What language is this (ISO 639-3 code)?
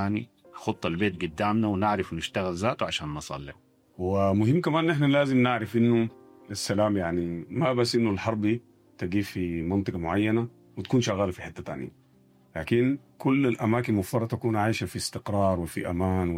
apd